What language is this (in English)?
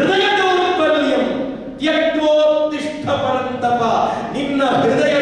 Kannada